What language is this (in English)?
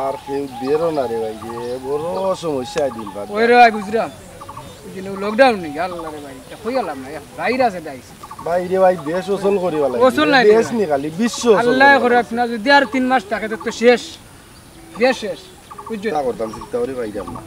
Sylheti